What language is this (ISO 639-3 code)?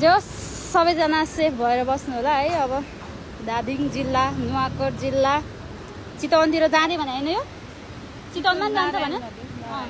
nep